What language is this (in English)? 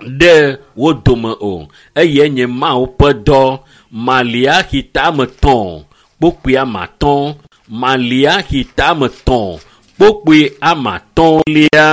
Ewe